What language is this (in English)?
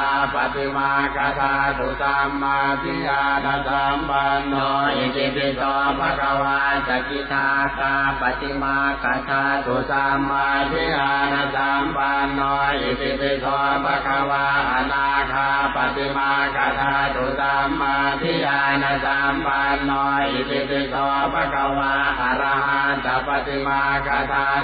Pali